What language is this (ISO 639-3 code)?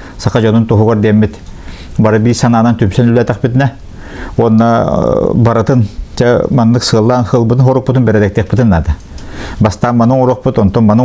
sah